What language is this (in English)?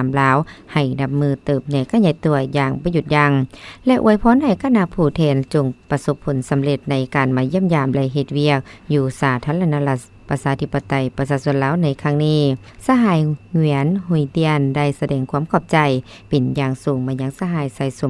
Lao